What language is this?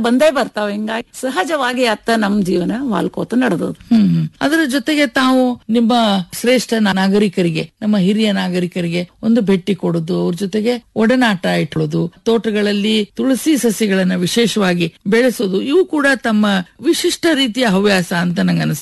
Kannada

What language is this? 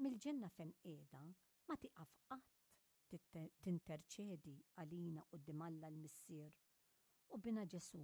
Maltese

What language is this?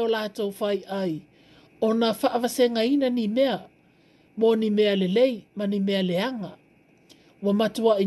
Samoan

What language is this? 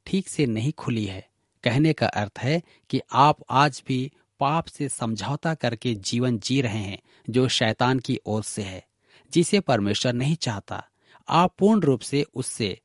Hindi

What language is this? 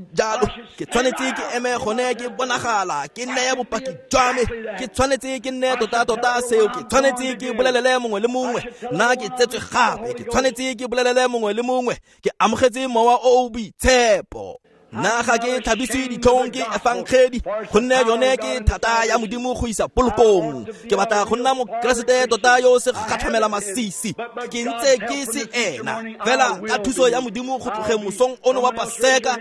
Tswana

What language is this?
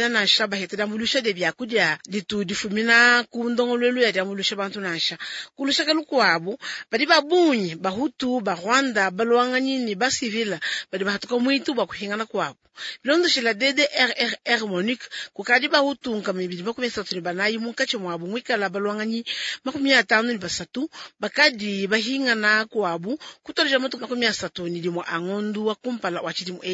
Luba-Lulua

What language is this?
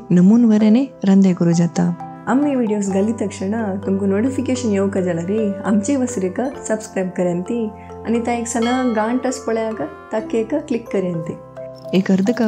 Konkani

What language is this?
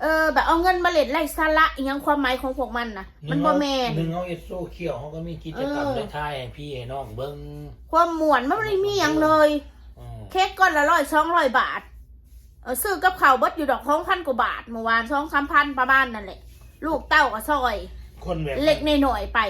Northeastern Thai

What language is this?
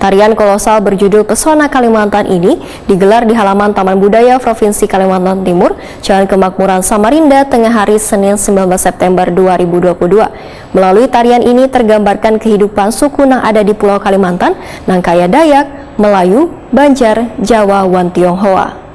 Banjar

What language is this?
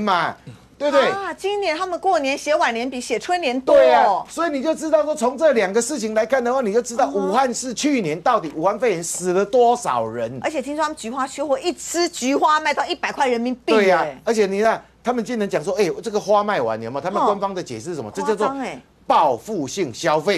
Chinese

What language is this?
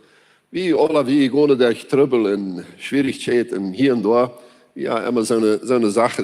Plautdietsch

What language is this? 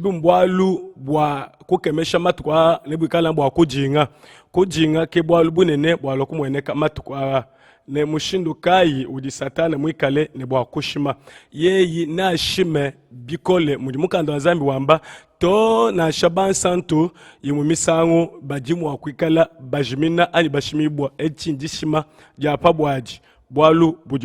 Luba-Lulua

